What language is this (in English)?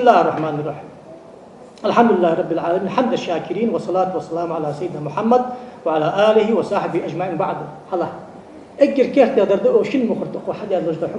Ingush